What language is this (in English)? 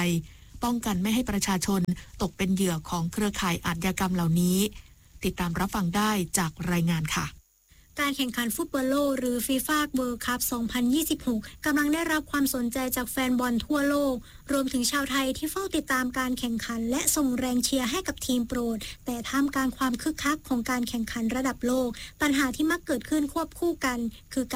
Thai